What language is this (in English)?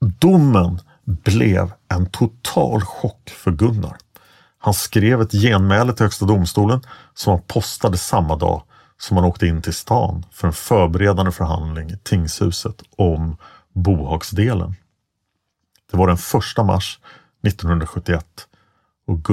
Swedish